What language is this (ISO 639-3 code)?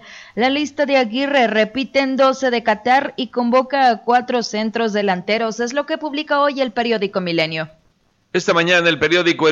spa